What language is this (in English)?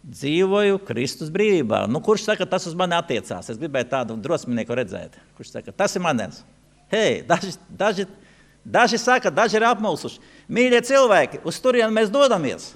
Latvian